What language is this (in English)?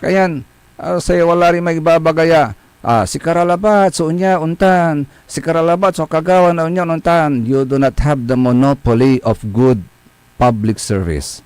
Pangasinan